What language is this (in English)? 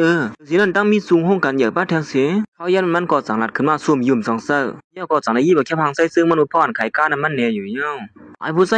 Shan